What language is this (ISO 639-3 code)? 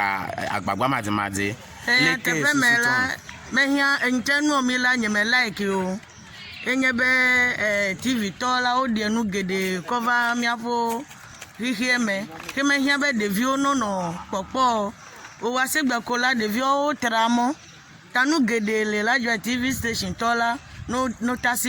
ewe